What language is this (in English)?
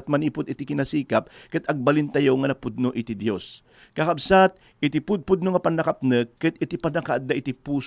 Iloko